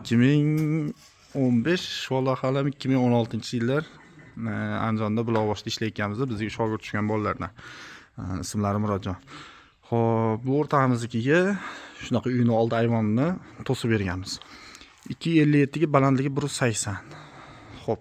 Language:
Uzbek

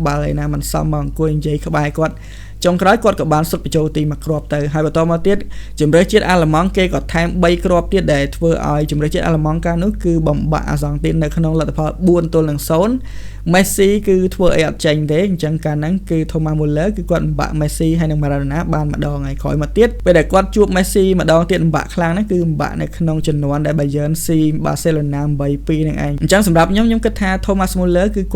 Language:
Khmer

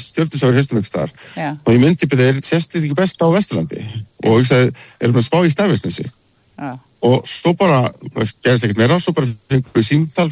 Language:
Icelandic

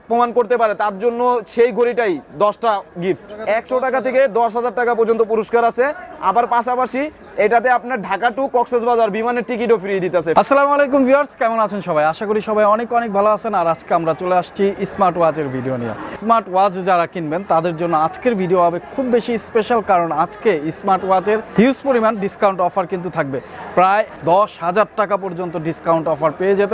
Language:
Bangla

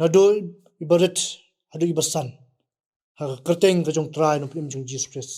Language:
Khasi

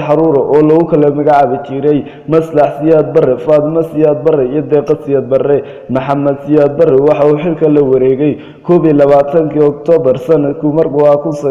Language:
Somali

